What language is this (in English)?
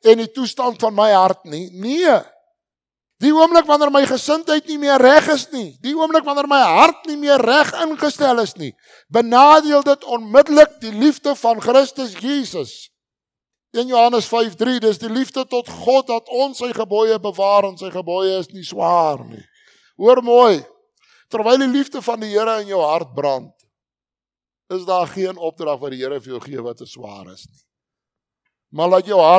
Afrikaans